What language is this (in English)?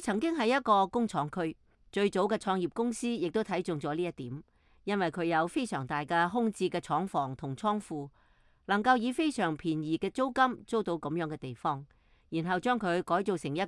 Cantonese